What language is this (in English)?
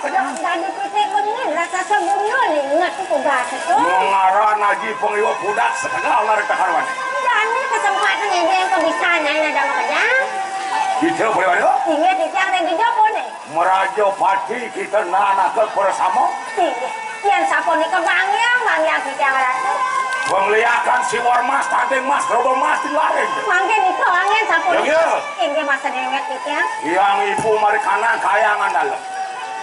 Balinese